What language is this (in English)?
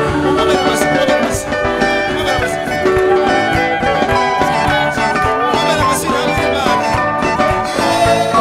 Kinyarwanda